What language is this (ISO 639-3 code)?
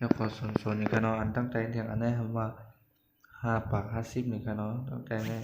shn